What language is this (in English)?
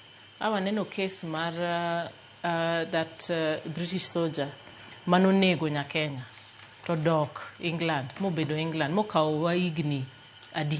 Luo (Kenya and Tanzania)